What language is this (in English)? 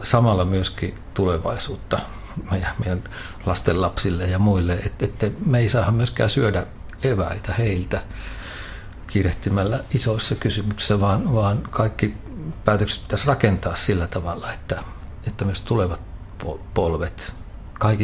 Finnish